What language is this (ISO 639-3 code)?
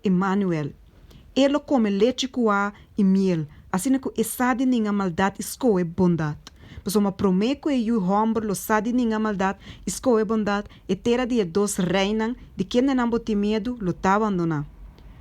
pap